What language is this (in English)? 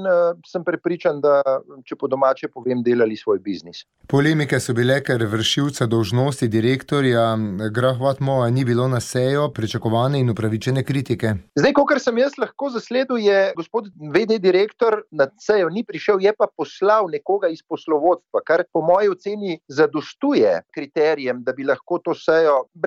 Slovenian